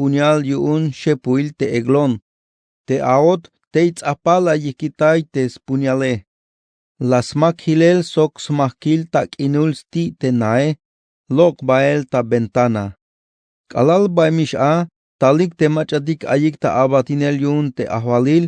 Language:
Tzeltal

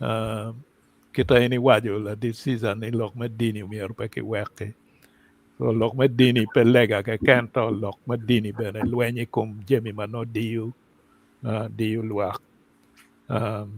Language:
Acoli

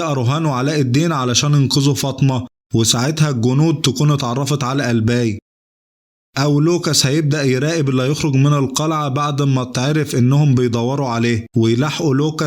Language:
Egyptian Arabic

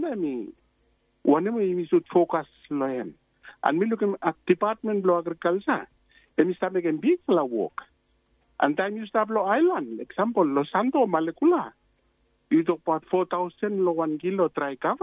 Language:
Bislama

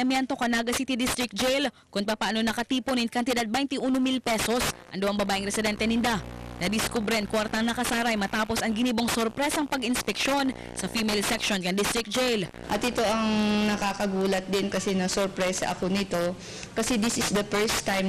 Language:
Bikol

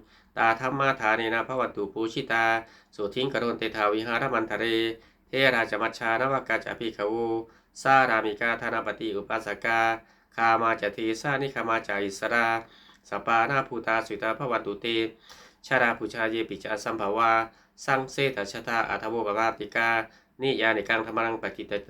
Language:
Pali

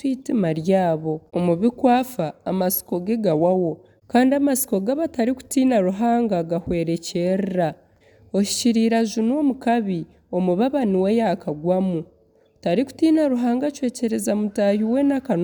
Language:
Nyankole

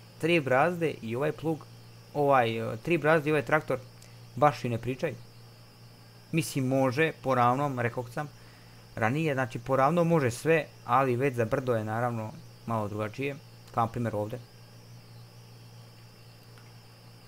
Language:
Croatian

